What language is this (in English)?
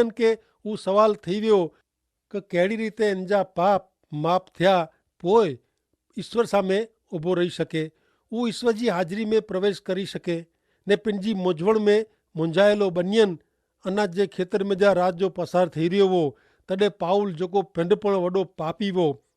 Kachhi